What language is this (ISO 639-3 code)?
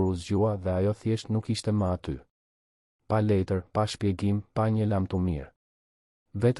sqi